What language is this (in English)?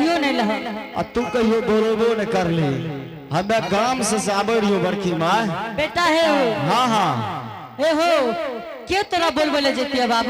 Angika